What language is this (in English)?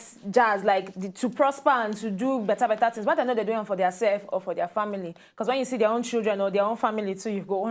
Nigerian Pidgin